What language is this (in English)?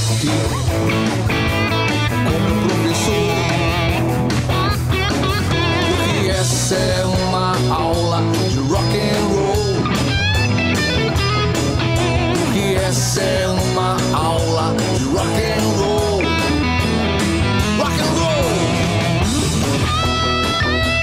Portuguese